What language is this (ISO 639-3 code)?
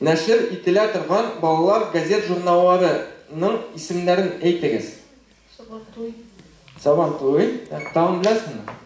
tat